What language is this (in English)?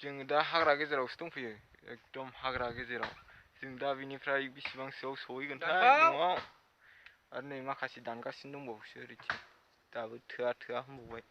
Bodo